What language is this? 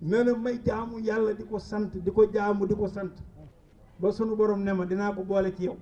Wolof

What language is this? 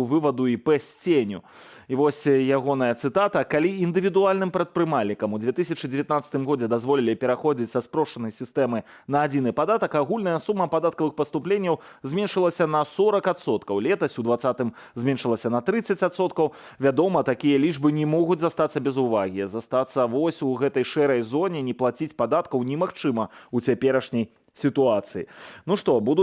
Belarusian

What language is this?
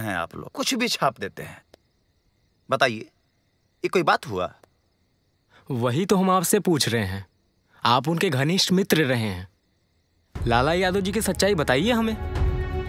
Bhojpuri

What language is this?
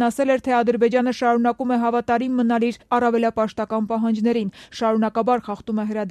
Armenian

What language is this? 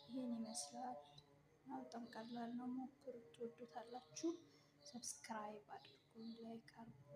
Amharic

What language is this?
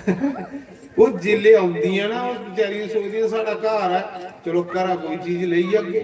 Dogri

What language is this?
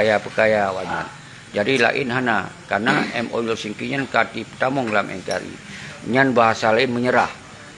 Achinese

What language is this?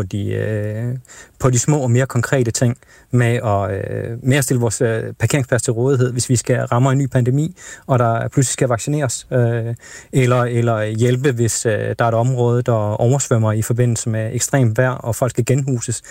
Danish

